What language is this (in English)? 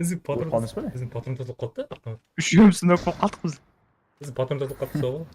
Kara-Kalpak